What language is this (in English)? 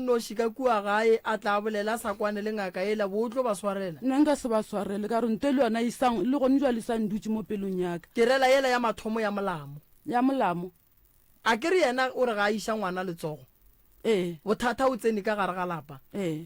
Northern Sotho